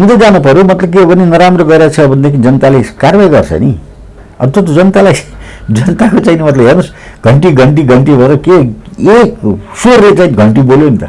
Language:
Nepali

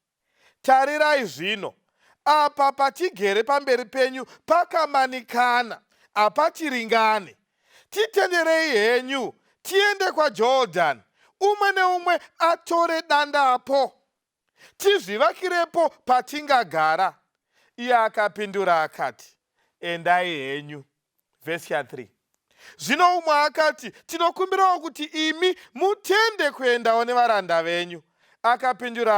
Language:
Shona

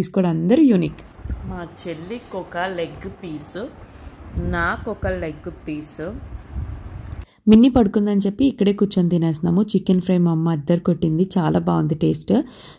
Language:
Telugu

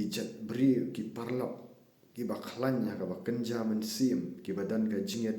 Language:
Khasi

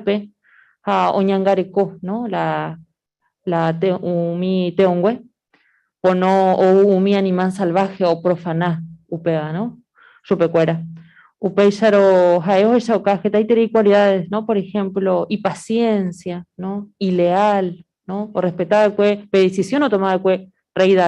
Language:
Guarani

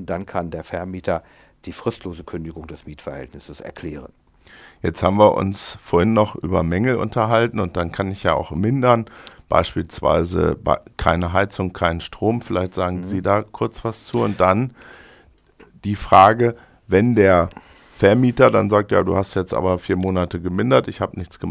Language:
German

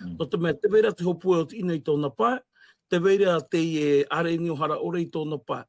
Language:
Tahitian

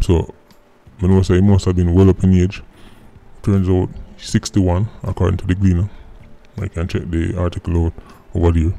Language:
Jamaican Creole English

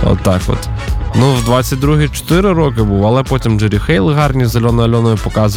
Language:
Ukrainian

